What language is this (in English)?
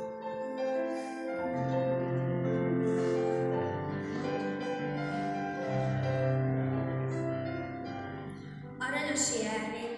Hungarian